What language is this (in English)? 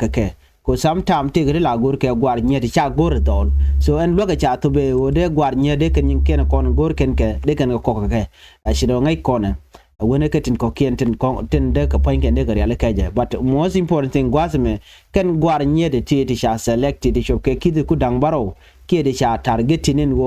Nuer